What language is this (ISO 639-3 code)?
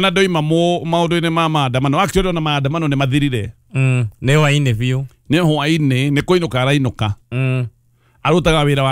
kik